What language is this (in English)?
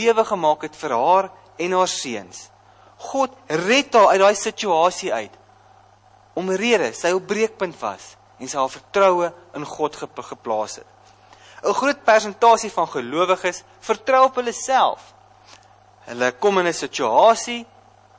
Afrikaans